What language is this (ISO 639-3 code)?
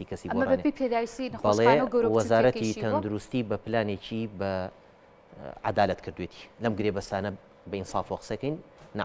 ckb